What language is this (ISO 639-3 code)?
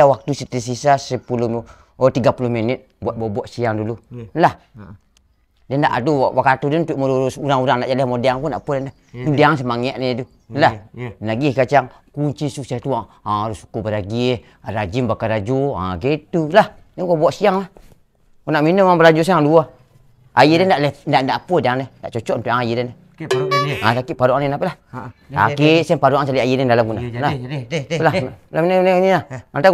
min